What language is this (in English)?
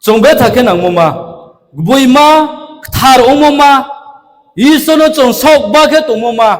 Riang (India)